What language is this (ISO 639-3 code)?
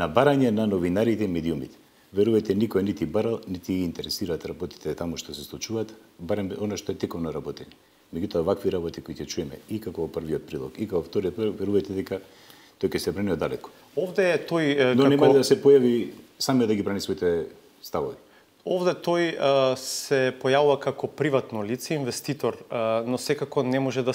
mkd